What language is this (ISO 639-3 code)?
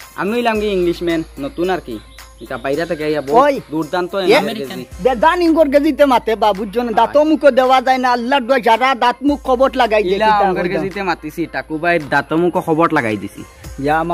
syl